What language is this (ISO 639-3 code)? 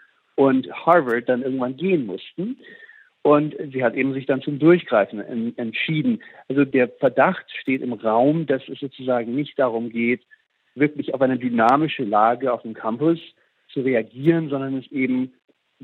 deu